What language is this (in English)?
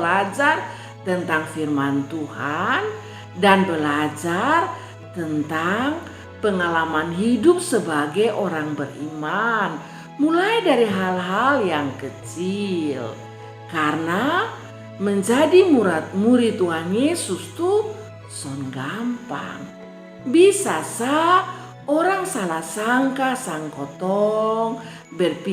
Kupang Malay